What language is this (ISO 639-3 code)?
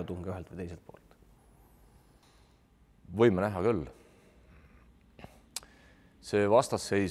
est